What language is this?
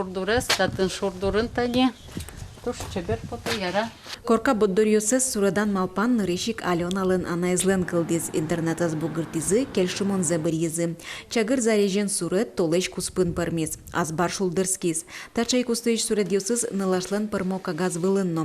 Udmurt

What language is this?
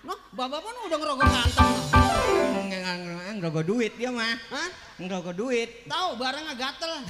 Betawi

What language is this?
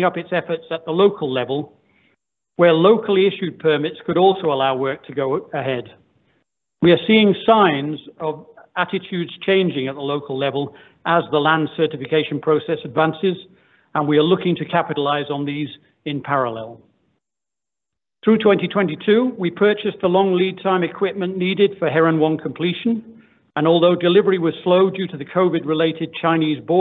English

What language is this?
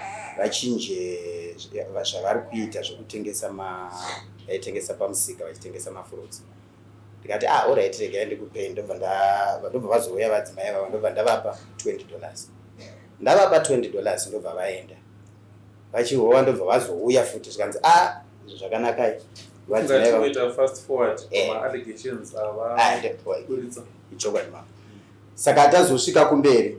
Shona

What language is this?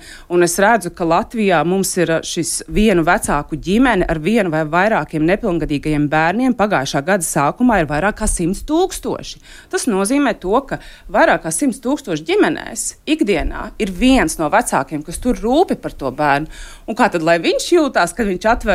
Latvian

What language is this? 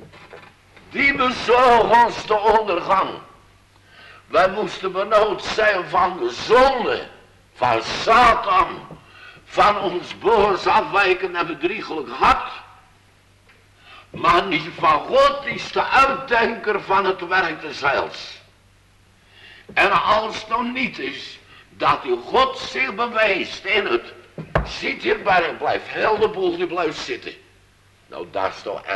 Dutch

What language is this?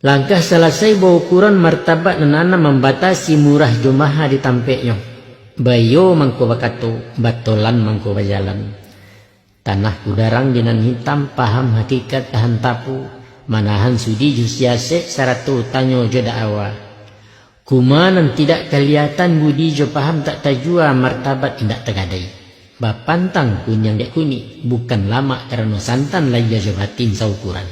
Minangkabau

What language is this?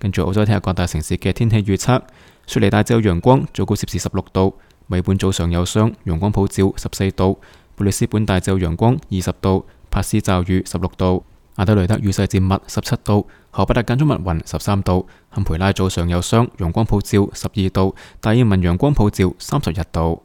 Cantonese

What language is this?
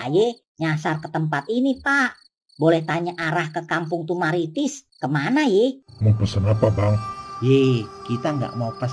Betawi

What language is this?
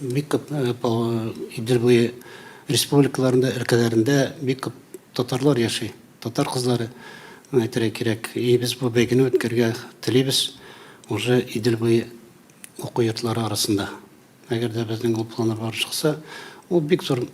Tatar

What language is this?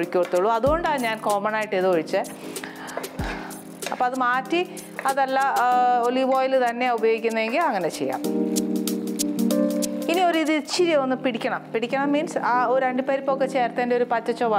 Malayalam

